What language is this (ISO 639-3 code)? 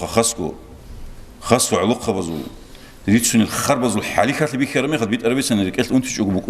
ava